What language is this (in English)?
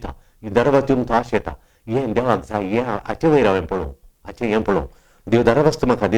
Konkani